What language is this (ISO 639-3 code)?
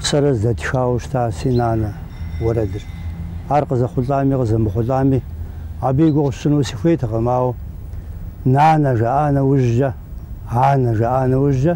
kbd